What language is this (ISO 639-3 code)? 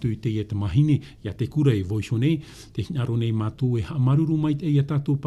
tah